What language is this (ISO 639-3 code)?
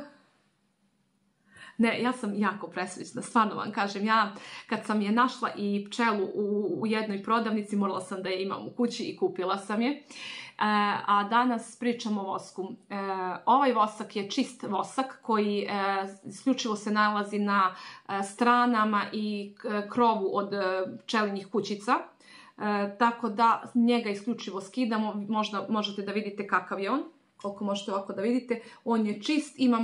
srp